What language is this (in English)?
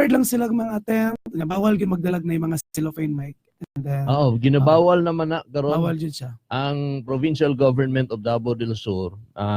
Cebuano